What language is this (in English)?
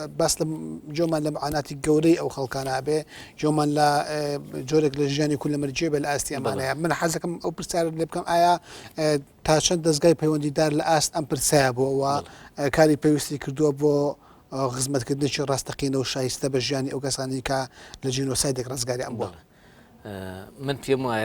Central Kurdish